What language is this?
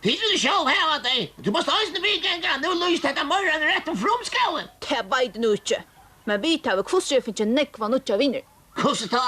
Faroese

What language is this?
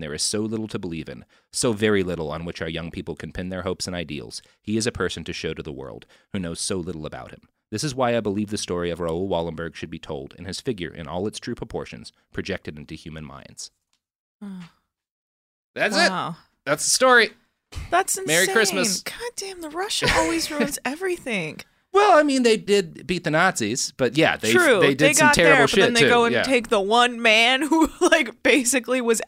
English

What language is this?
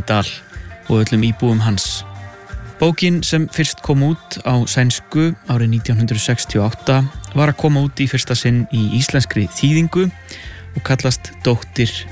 Icelandic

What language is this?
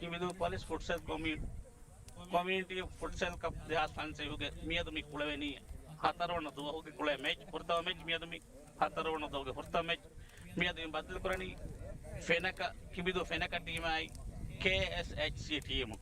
Divehi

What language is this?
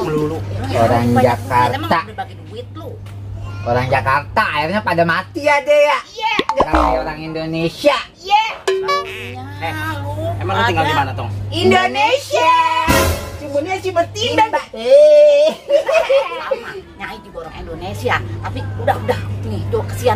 Betawi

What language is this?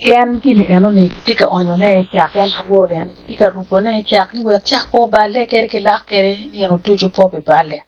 Acoli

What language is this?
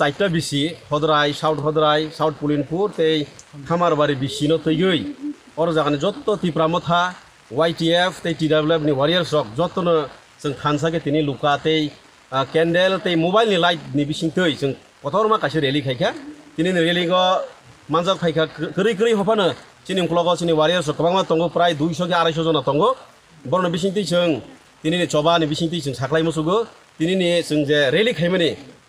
Kok Borok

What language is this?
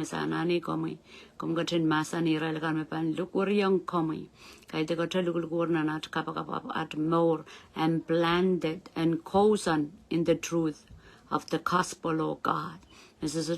Pohnpeian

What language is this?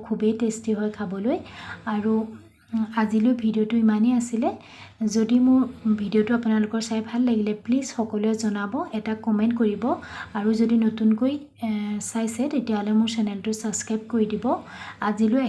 Assamese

